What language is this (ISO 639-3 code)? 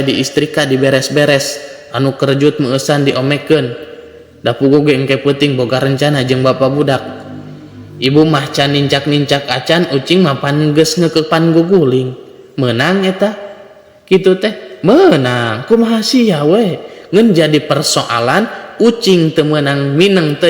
sun